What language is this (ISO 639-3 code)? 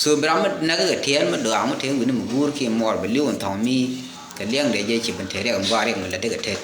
nus